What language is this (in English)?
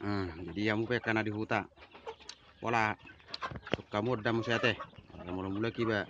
Batak Toba